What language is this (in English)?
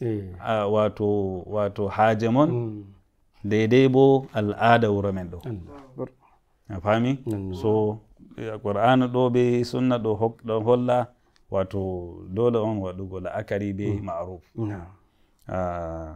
Nigerian Fulfulde